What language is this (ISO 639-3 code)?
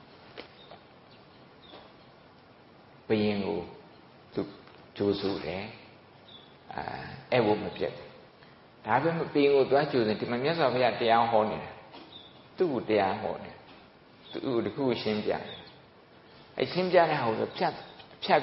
mya